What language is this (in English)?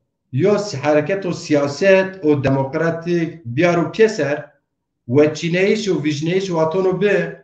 Zaza